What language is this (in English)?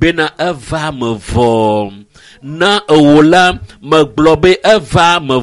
Ewe